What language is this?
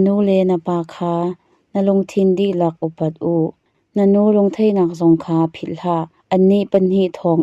Hakha Chin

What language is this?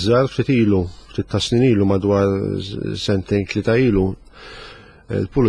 Maltese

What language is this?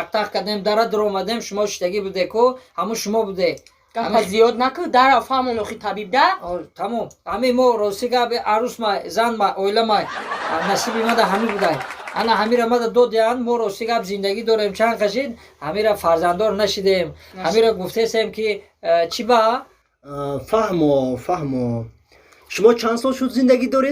Tajik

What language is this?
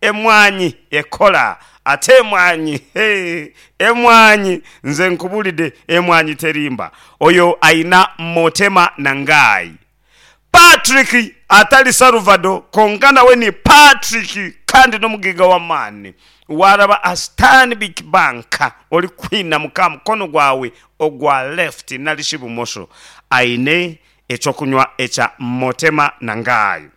Nyankole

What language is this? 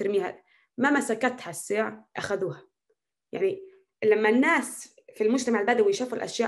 North Levantine Arabic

